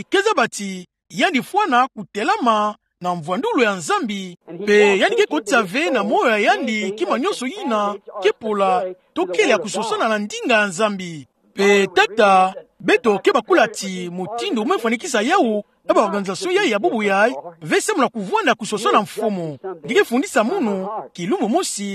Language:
Kituba (Democratic Republic of Congo)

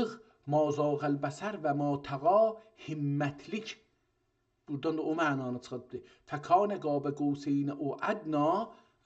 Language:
South Azerbaijani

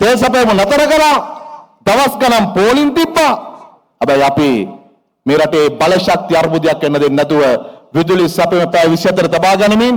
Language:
Sinhala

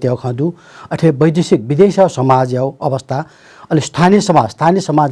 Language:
Newari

